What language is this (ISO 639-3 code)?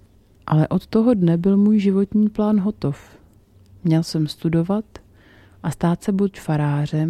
ces